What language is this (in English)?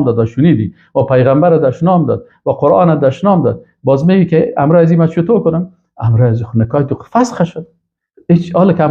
Persian